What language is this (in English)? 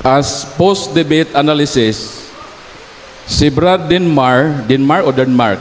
Cebuano